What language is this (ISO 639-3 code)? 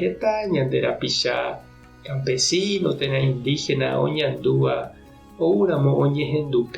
grn